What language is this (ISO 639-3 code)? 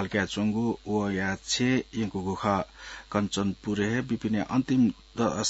new